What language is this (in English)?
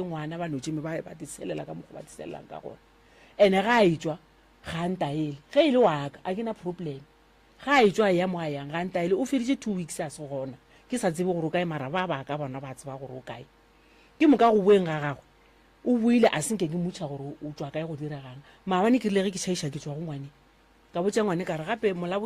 Northern Sotho